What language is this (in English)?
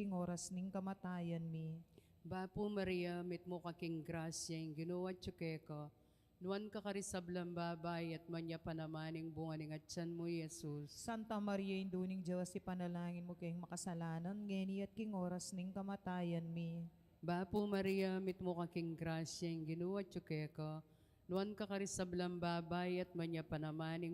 Pampanga